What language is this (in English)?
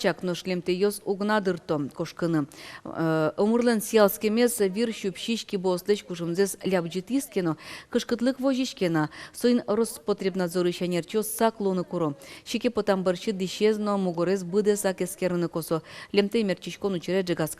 Udmurt